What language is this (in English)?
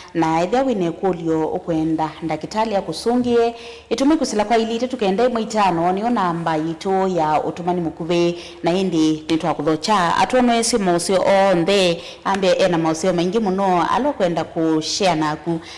Kamba